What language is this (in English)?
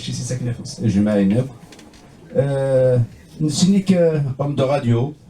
Kabyle